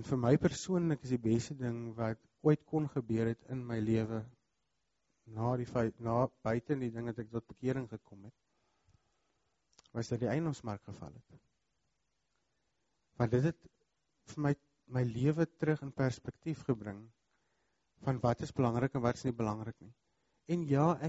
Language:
Afrikaans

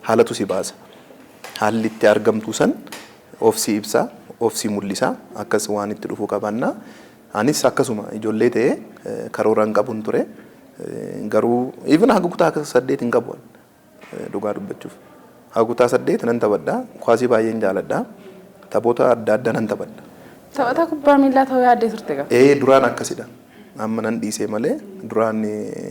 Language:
Oromo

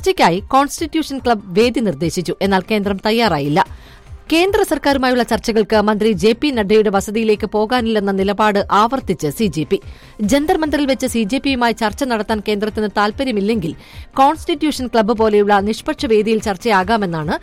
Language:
Malayalam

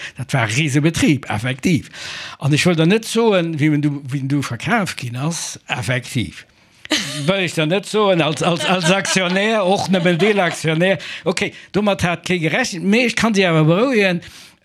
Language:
Luxembourgish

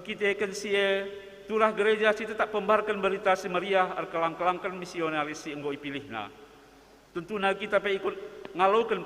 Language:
Batak Karo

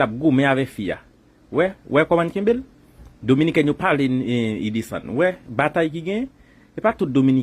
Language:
Haitian Creole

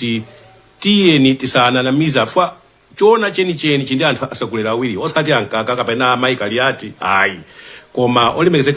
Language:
Nyanja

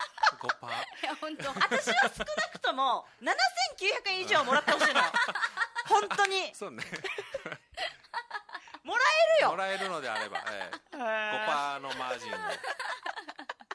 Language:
Japanese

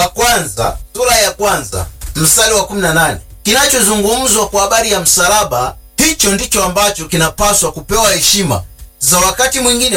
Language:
Swahili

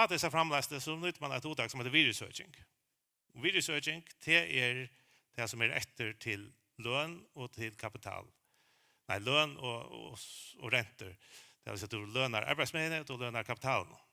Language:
Faroese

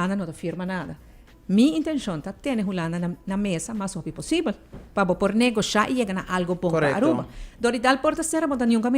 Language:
Papiamento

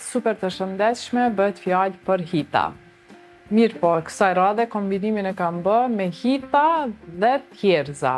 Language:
Albanian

